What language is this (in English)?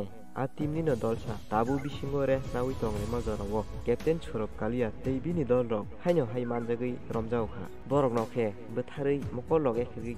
Kok Borok